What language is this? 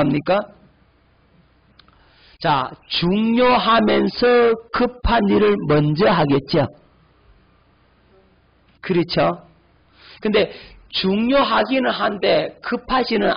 Korean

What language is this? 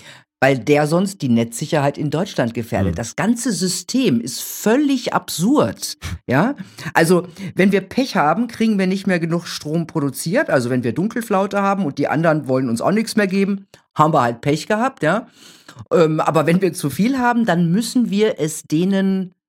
German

